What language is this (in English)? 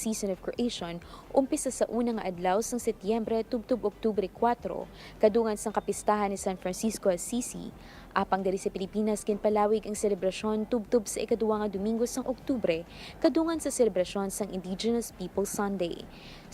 Hiligaynon